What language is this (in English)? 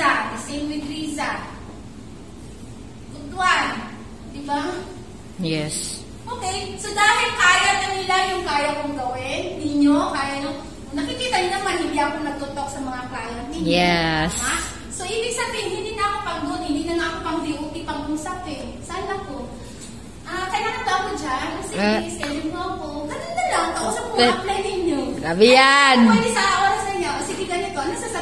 Filipino